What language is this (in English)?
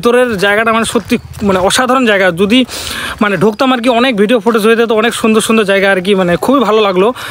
Bangla